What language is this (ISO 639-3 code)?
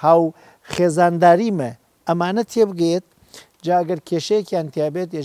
ckb